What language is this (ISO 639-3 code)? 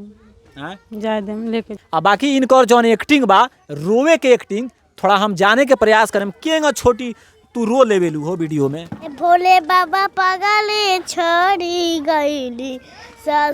bho